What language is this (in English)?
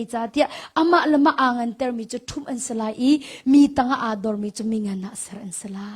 Hakha Chin